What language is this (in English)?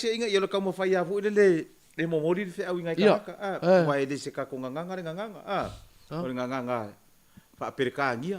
Samoan